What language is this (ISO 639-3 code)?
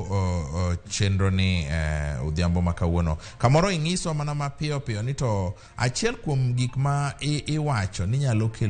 luo